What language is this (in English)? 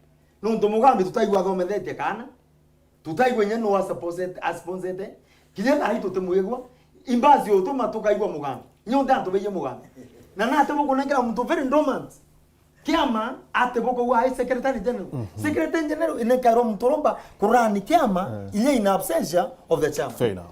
Meru